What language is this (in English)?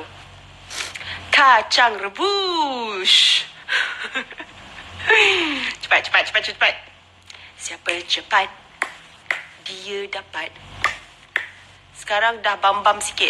Malay